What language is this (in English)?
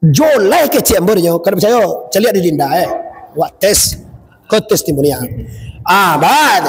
Minangkabau